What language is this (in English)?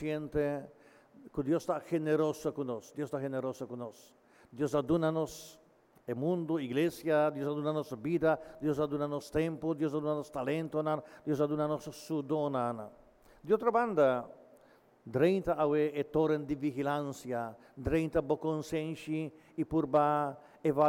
Papiamento